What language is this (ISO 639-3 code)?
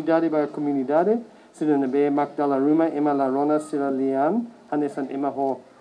tet